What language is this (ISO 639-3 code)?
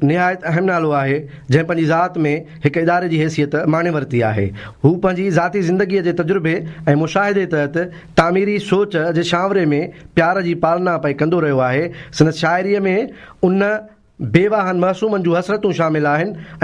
snd